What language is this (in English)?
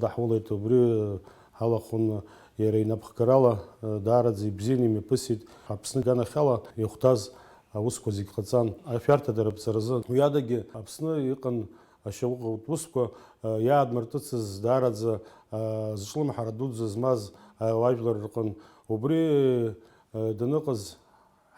Abkhazian